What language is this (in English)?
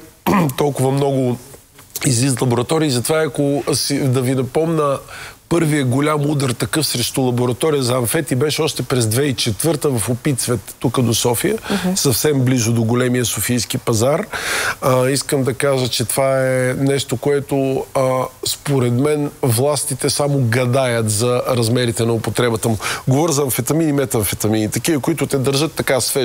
Bulgarian